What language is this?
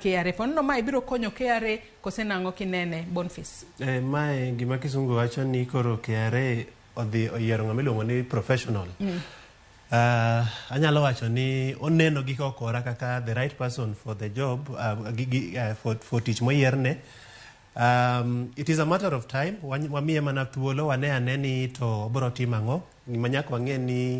Luo (Kenya and Tanzania)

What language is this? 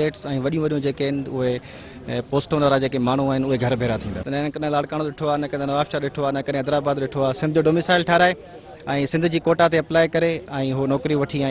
Sindhi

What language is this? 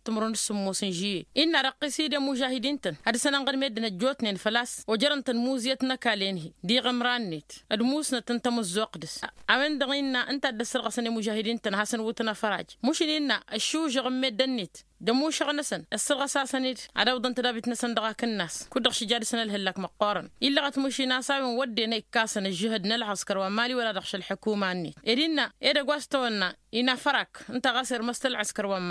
Tamasheq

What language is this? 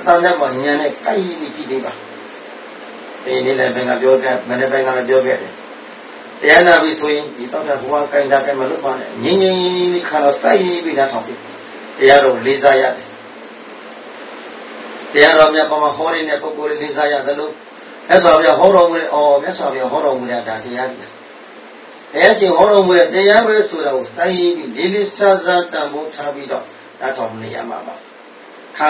Burmese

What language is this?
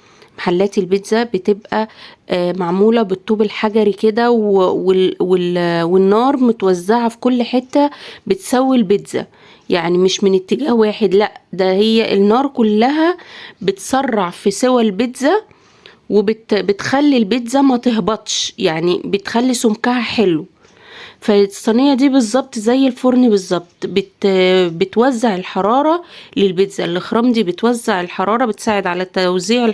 Egyptian Arabic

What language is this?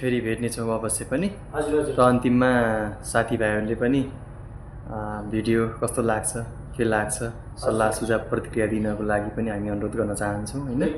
Nepali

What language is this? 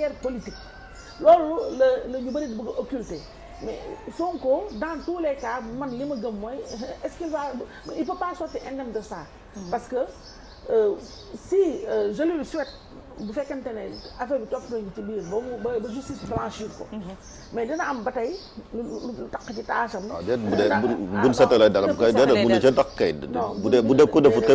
Wolof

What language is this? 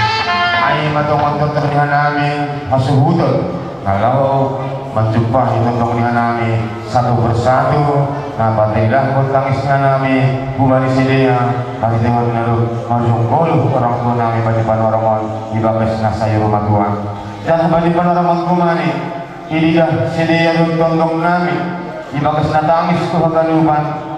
Batak Simalungun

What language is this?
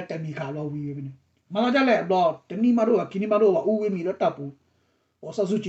S'gaw Karen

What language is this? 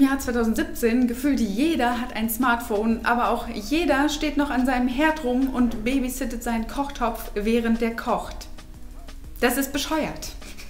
German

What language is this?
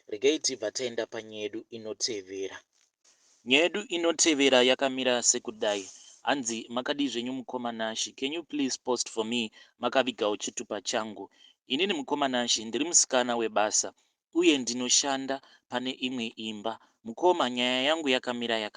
Shona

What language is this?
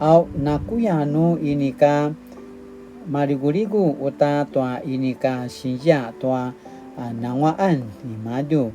Paiwan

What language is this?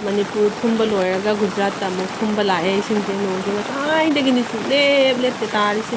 Manipuri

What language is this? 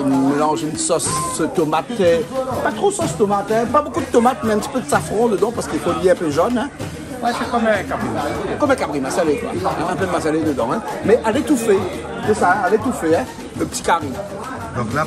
Réunion Creole French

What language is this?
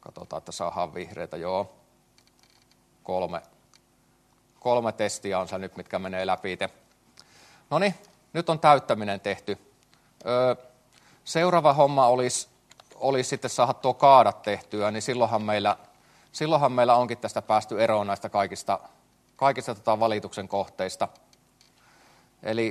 Finnish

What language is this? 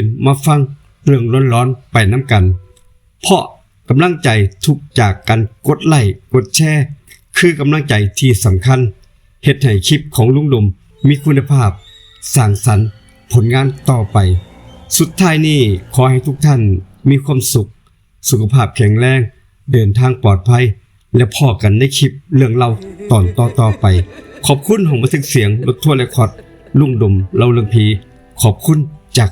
Northeastern Thai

